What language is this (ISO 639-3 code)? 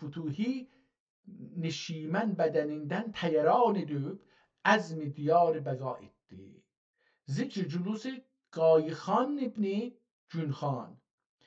azb